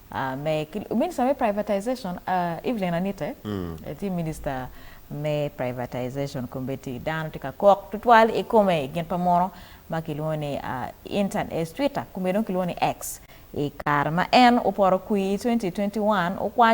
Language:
Acoli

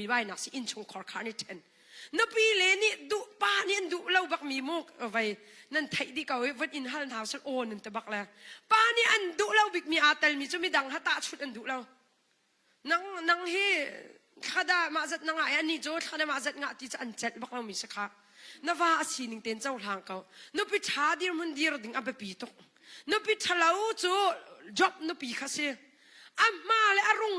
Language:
Hakha Chin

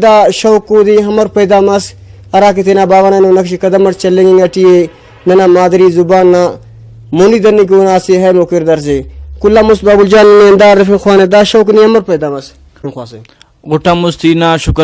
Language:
Brahui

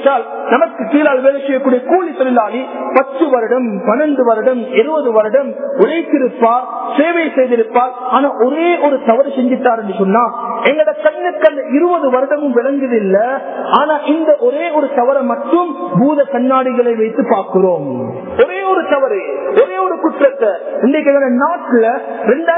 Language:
Tamil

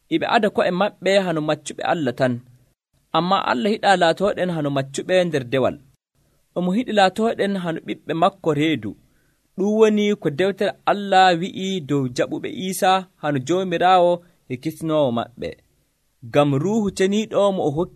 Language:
Nigerian Fulfulde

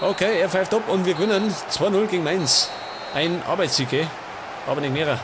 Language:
Bavarian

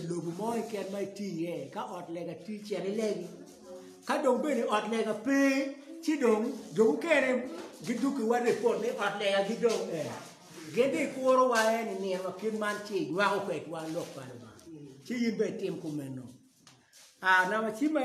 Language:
Acoli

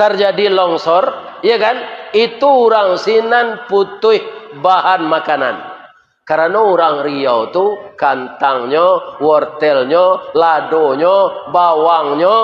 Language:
Minangkabau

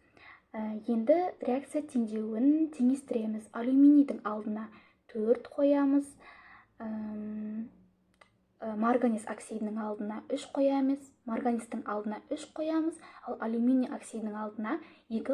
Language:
Kazakh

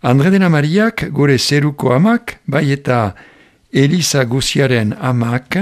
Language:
Basque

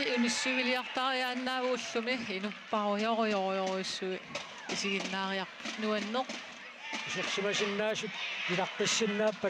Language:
Kalaallisut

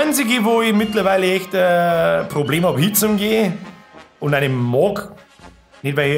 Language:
Bavarian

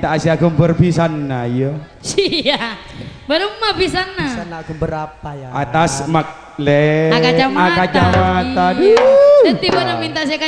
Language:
Madurese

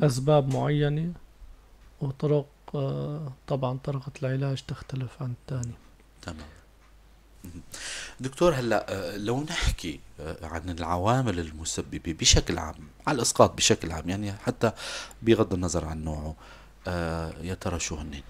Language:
North Levantine Arabic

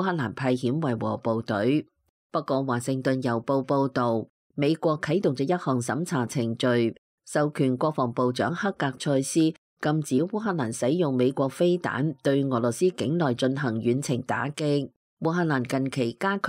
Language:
Cantonese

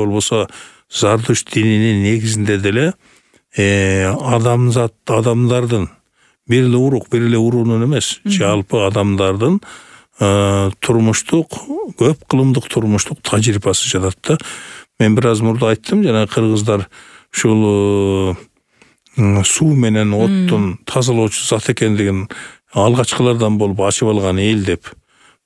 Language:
Kyrgyz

